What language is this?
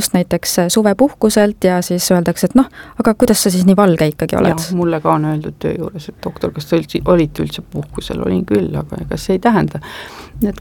Estonian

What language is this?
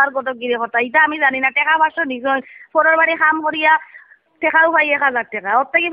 Sylheti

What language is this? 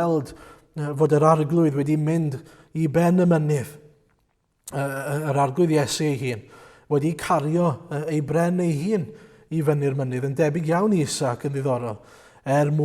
Welsh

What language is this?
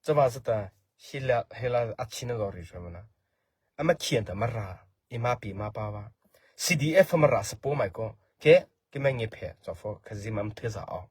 Mara Chin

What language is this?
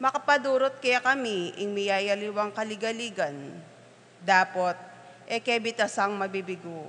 Pampanga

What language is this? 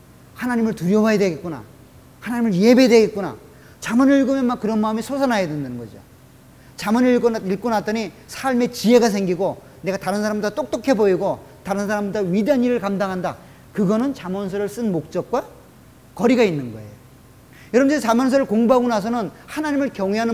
Korean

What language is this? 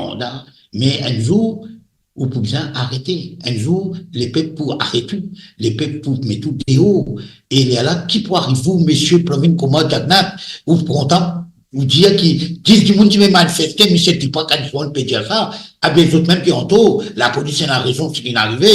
Morisyen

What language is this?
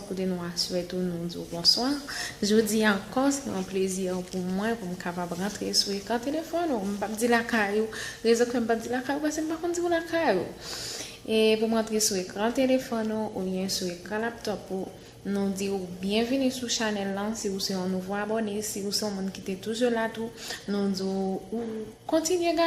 Haitian Creole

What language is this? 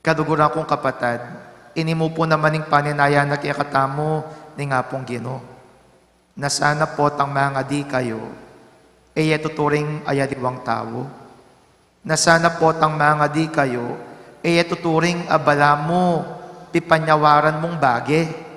Pampanga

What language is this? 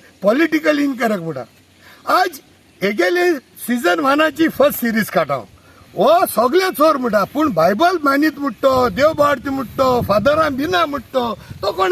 Konkani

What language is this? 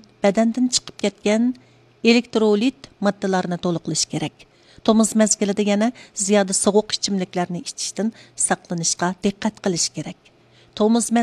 Uyghur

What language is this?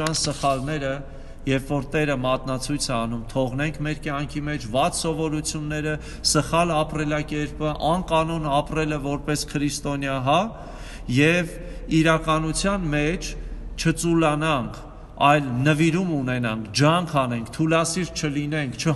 Armenian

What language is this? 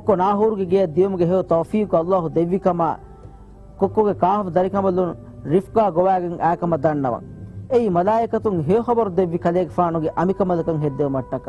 Divehi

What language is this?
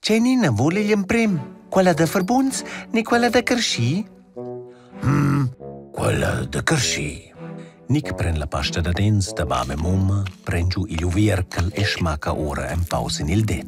Romansh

